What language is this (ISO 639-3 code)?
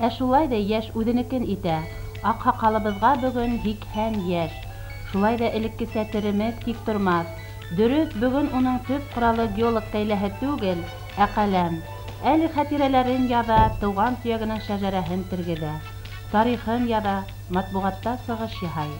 bak